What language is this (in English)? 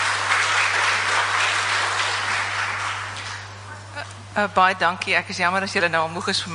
Afrikaans